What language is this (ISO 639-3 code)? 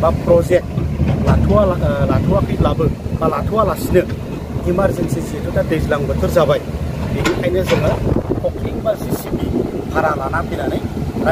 brx